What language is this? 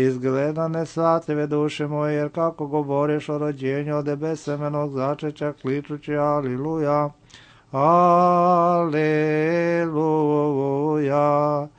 Serbian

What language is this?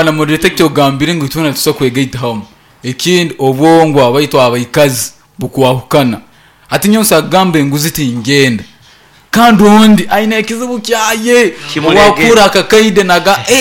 Nyankole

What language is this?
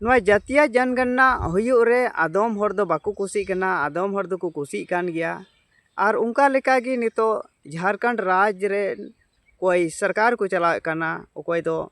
Santali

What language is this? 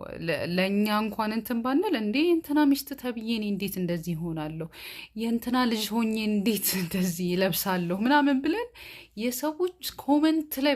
Amharic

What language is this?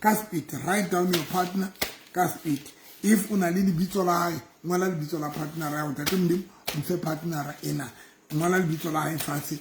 Southern Sotho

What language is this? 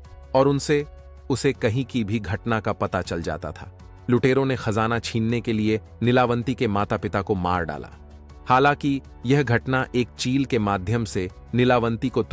Hindi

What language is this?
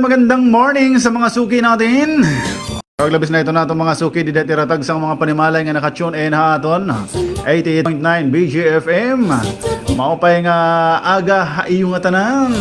Waray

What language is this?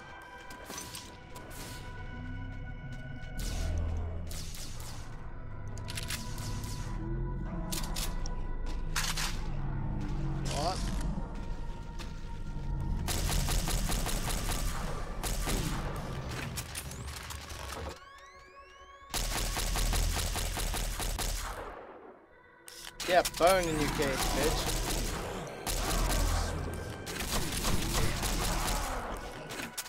English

